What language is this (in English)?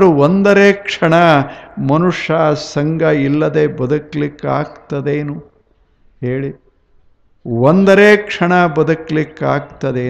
Kannada